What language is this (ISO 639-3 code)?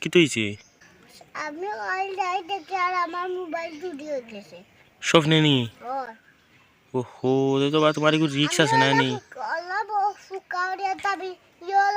syl